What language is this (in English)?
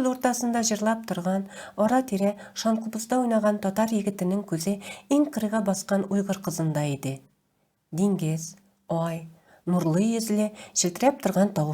Tatar